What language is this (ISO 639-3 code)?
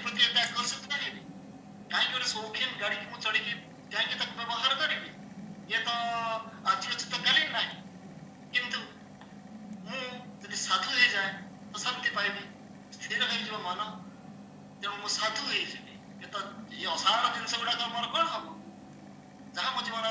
ori